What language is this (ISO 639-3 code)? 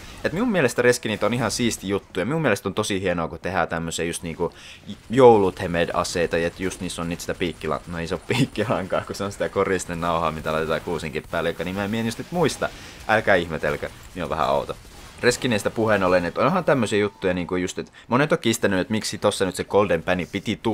fin